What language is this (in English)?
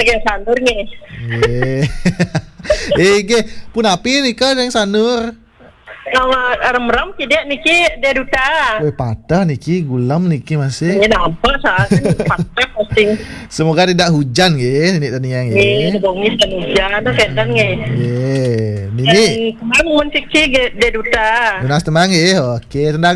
Balinese